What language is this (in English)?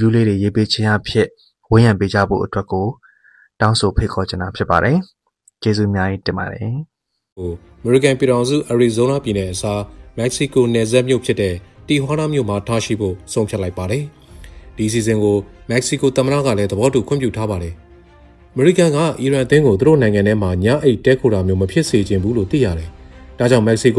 Burmese